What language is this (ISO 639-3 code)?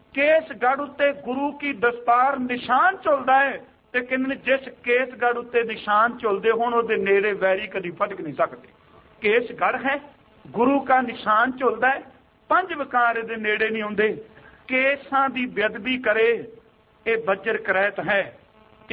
pan